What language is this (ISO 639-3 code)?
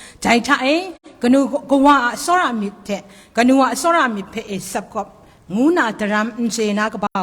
kac